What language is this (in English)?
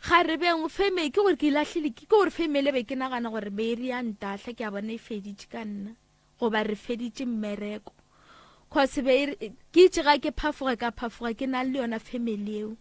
Northern Sotho